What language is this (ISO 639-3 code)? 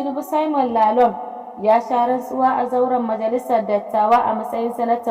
hau